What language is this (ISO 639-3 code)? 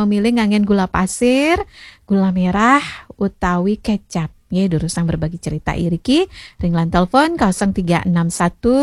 ban